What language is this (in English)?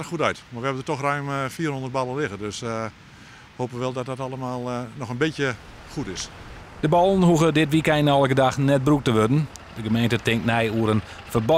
Western Frisian